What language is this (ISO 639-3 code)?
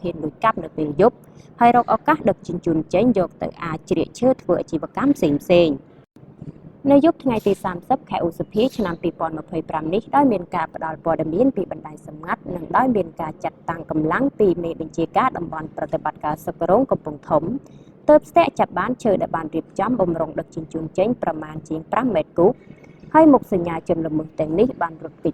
khm